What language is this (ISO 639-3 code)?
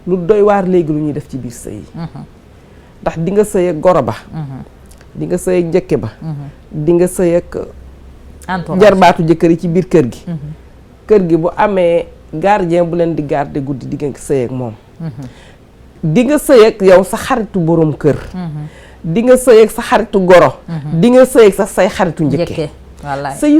wol